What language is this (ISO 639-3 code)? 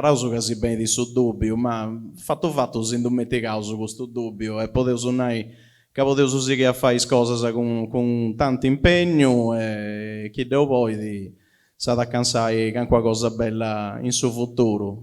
srd